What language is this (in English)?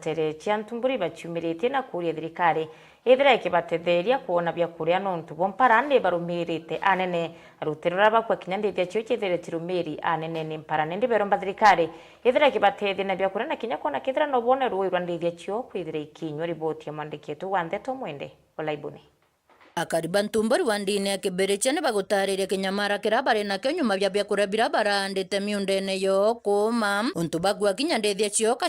Meru